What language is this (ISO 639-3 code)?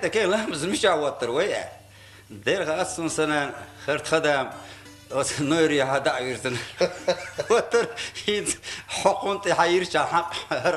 che